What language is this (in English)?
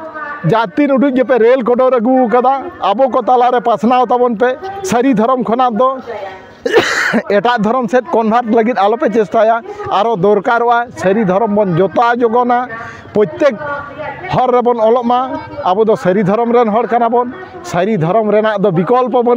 Santali